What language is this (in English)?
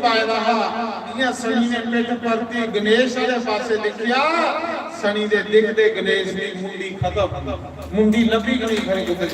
Dogri